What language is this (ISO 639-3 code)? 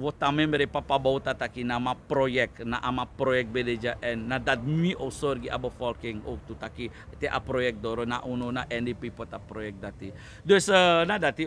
srn